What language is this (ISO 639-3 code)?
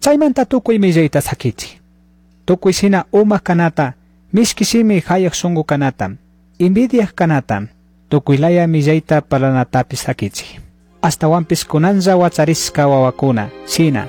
qug